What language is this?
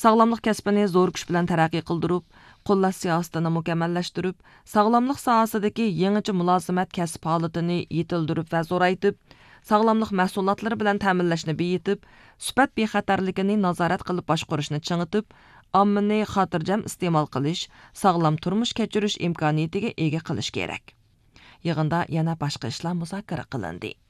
Uyghur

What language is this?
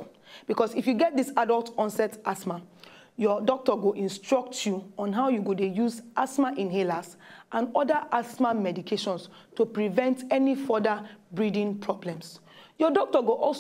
Nigerian Pidgin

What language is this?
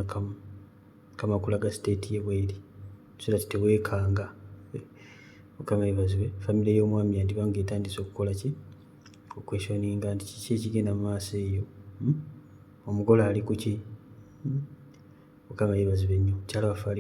Ganda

